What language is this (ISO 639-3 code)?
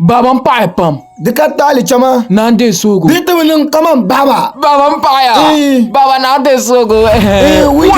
dag